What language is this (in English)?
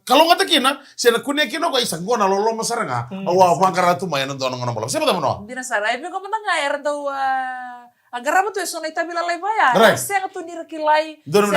Fijian